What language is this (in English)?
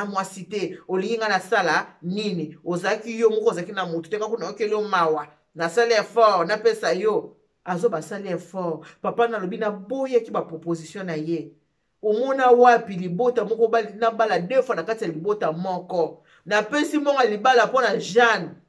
Lingala